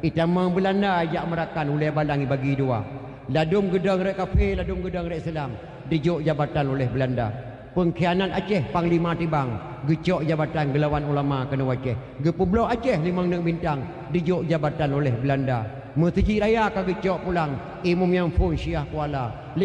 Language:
Achinese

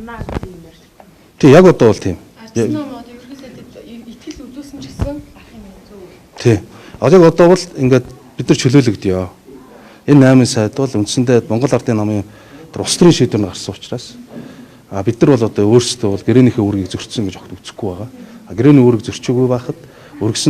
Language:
Mongolian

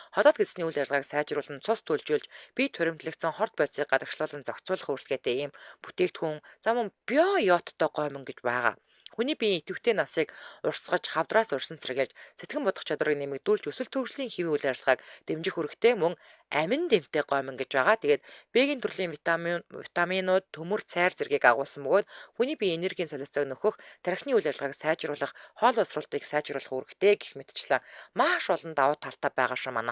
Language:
Mongolian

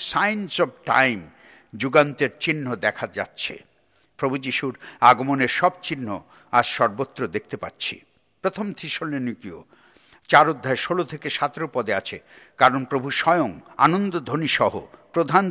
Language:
Bangla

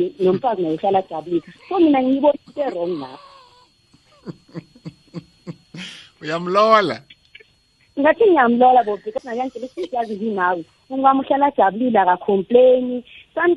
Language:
South Ndebele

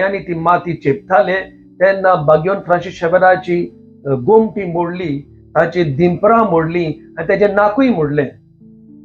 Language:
Konkani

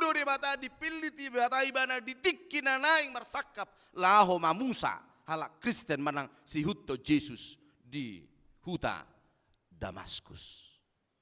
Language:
Batak Toba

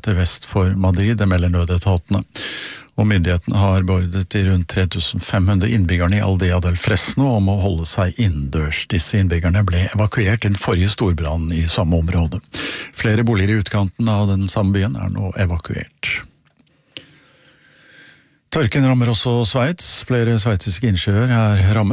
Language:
Norwegian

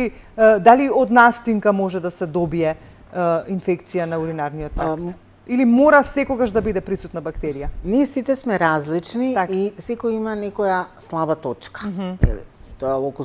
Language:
Macedonian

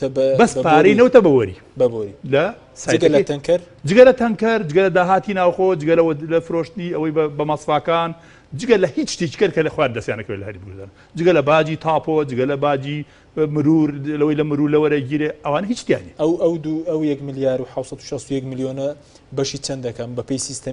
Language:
Central Kurdish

